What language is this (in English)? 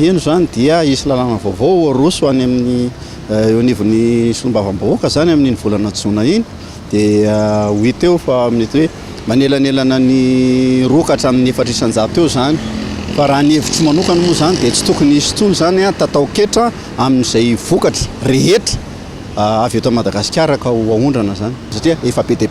Malagasy